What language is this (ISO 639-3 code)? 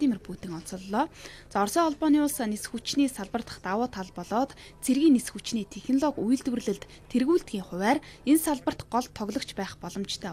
mon